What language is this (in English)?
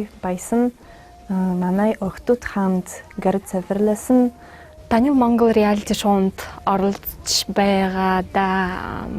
Mongolian